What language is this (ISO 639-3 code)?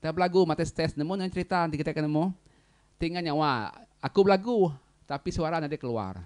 iba